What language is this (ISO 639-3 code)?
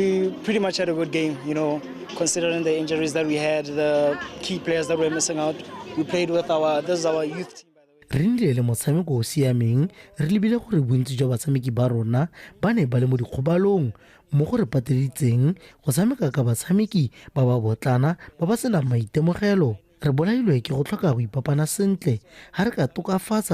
tsn